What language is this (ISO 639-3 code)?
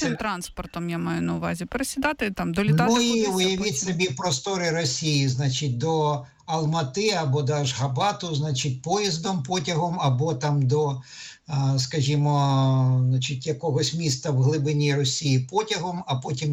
ukr